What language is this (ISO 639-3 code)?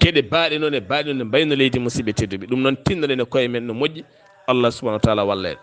ful